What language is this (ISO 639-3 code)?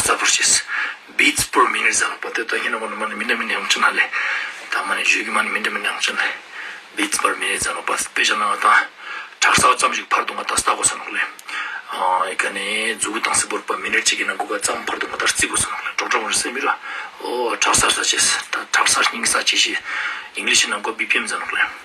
lbj